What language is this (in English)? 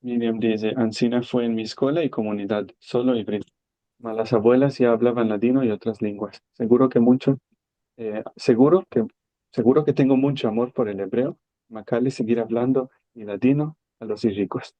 Ladino